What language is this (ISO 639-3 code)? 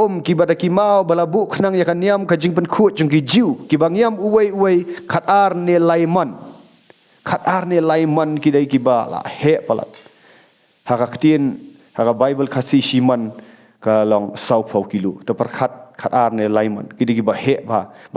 kha